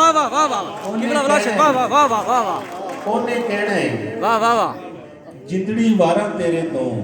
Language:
Saraiki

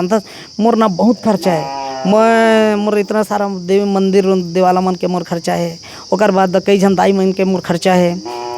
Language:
Chhattisgarhi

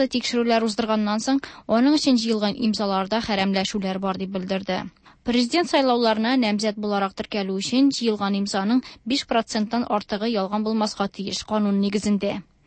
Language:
Tatar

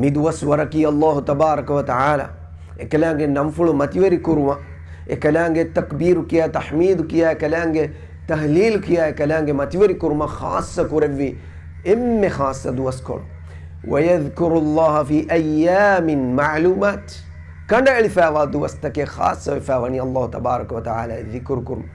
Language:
Divehi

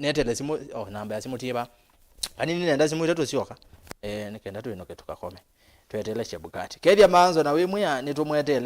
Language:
Kamba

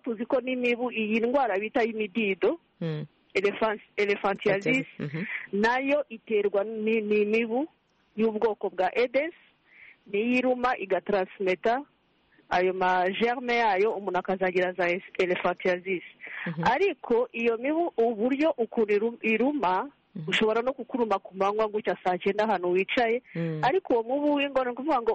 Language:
Kinyarwanda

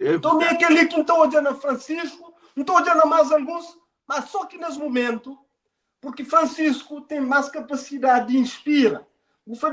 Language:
Kabuverdianu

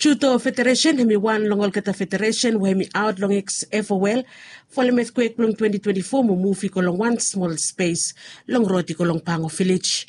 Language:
Bislama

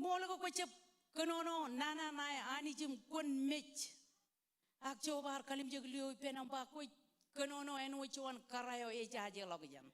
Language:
Marshallese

